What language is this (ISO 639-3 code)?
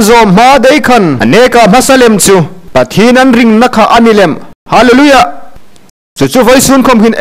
hmr